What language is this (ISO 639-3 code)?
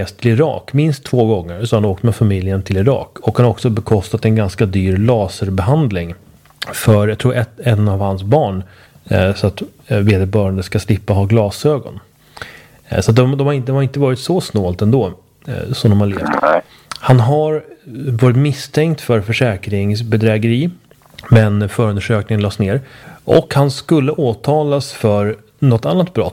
swe